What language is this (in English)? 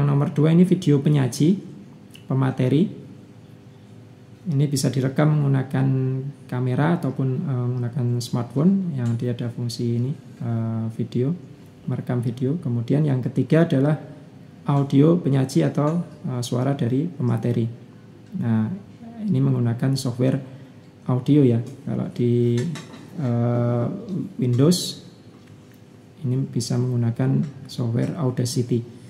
Indonesian